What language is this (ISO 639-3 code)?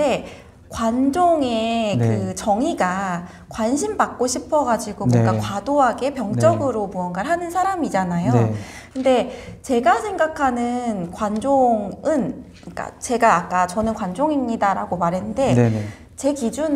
kor